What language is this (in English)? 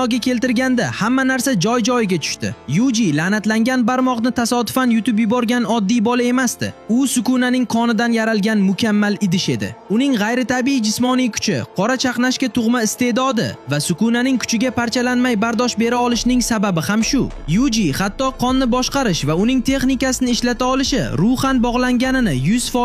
Uzbek